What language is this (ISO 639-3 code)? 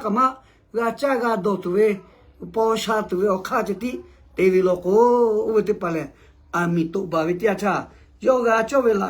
lhu